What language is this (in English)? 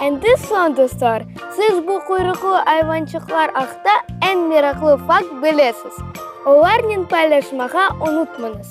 Crimean Tatar